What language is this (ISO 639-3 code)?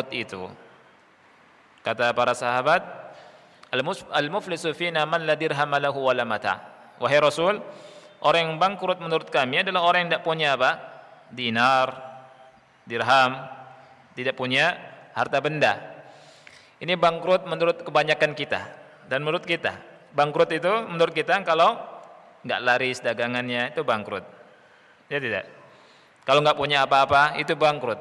ind